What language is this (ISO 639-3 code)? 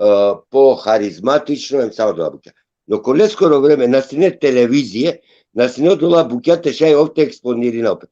rmn